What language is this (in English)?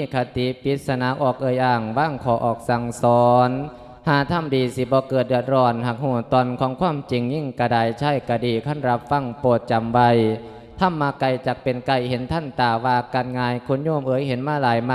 Lao